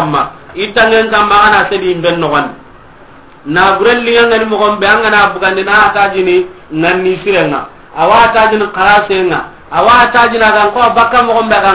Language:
Soninke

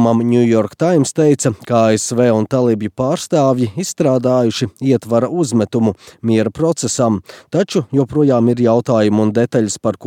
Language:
Latvian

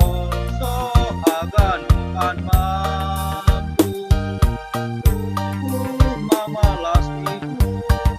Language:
Batak Simalungun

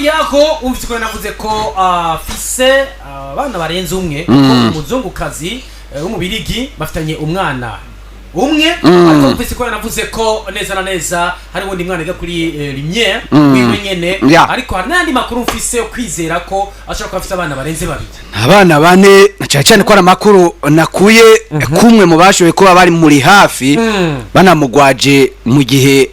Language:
Rundi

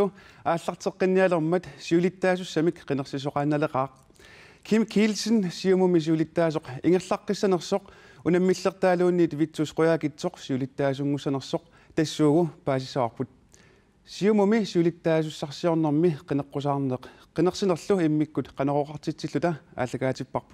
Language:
Kalaallisut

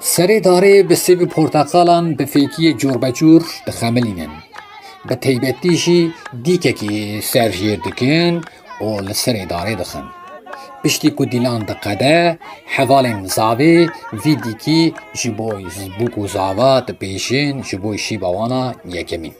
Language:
Kurdish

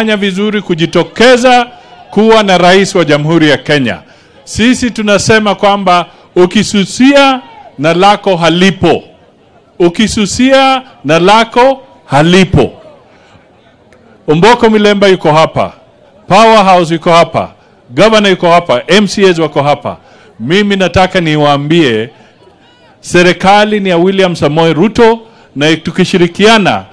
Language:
Swahili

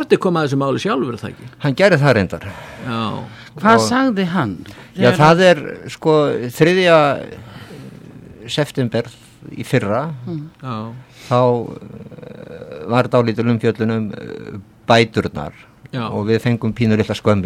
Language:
Icelandic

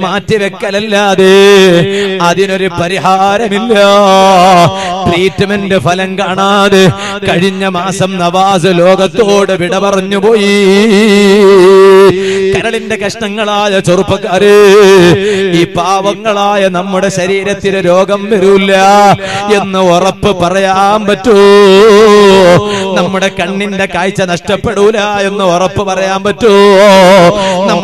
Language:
Malayalam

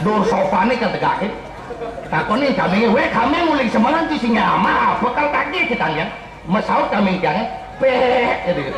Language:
Balinese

